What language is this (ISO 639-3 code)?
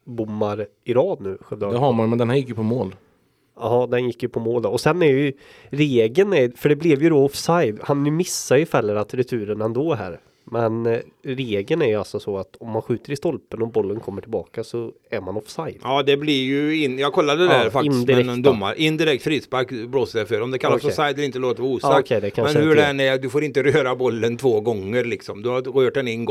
swe